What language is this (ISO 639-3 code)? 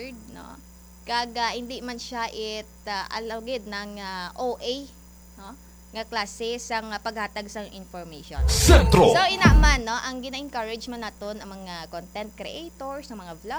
hil